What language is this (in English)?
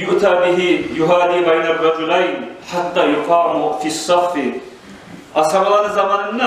Kumyk